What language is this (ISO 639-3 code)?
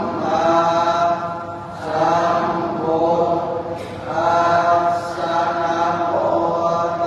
pli